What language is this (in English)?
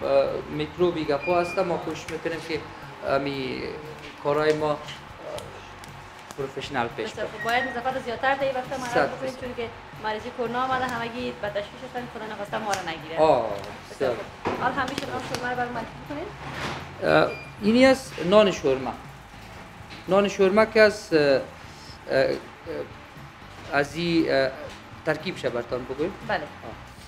Persian